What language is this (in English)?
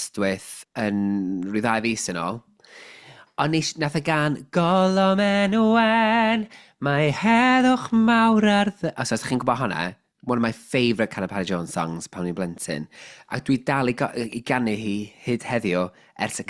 Welsh